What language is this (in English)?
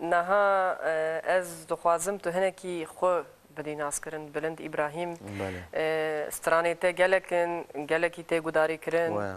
Kurdish